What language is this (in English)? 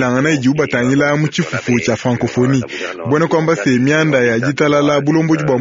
Luba-Lulua